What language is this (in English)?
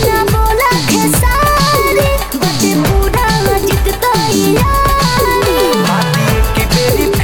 Bhojpuri